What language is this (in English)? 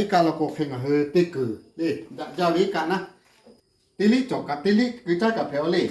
Lahu